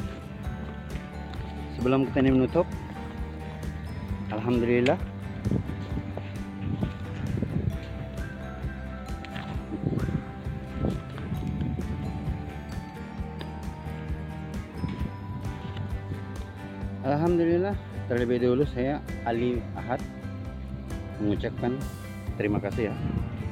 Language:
Indonesian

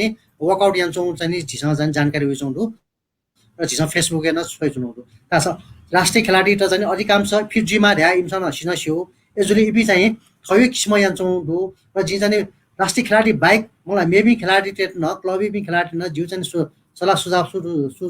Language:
Newari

